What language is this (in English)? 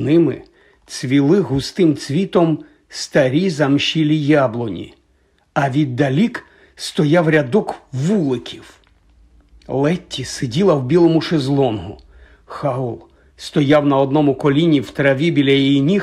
Ukrainian